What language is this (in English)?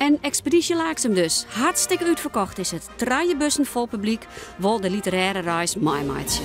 Western Frisian